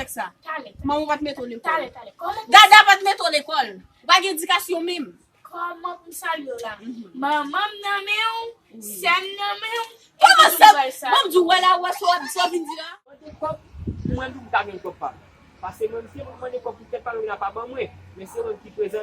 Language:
Haitian Creole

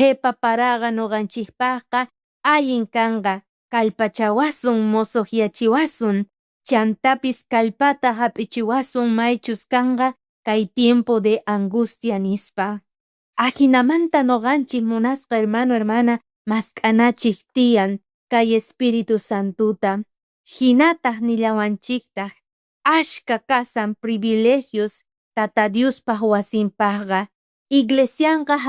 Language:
South Bolivian Quechua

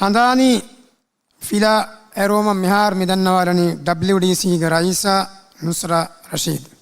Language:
Divehi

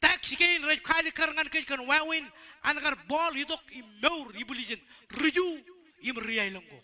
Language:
Marshallese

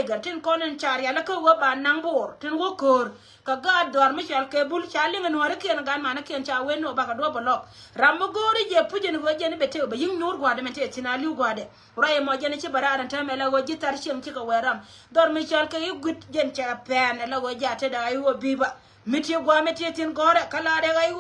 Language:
Nuer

